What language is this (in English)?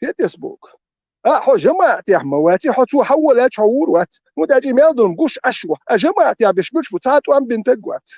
Chechen